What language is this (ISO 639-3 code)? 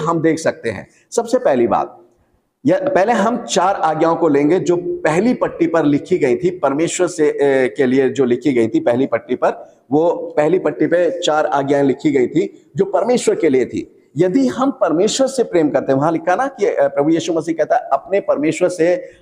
hin